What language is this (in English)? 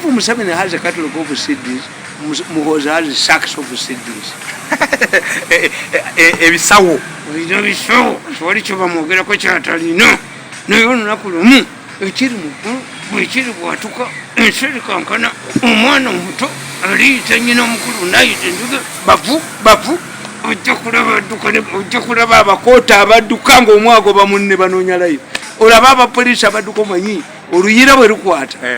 Ganda